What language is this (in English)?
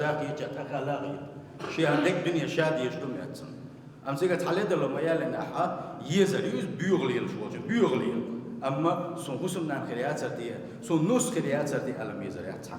Chechen